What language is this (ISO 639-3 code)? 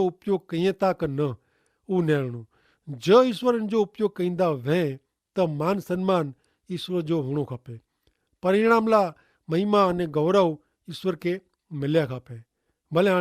kfr